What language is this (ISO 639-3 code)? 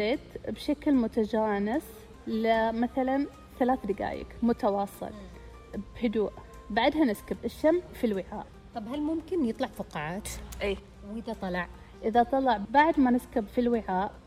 ars